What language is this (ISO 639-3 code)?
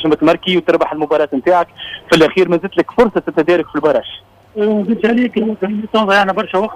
aeb